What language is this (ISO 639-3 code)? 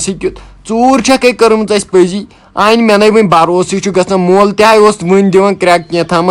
kas